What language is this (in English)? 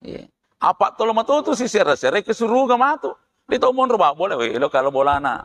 Buginese